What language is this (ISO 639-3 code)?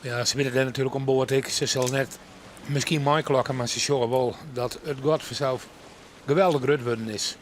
fry